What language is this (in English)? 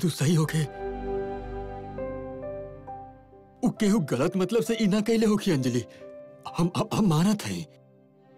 Bhojpuri